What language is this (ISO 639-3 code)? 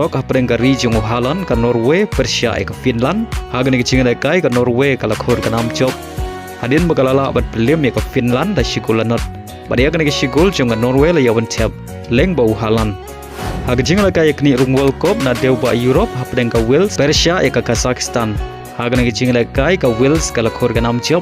kha